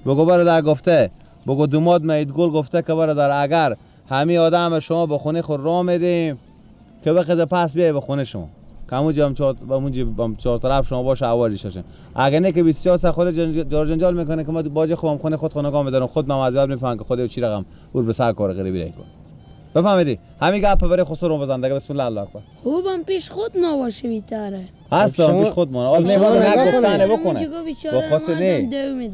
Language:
Persian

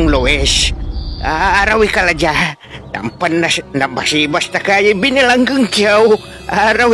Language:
Pangasinan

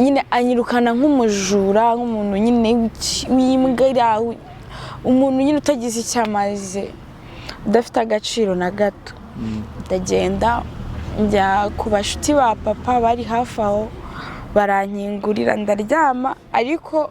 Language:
Kinyarwanda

